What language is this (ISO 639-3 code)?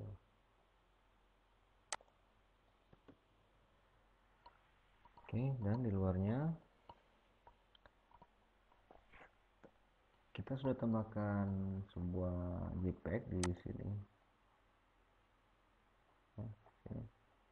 ind